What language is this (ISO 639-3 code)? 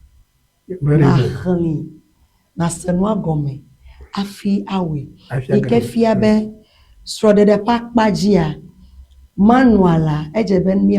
ewe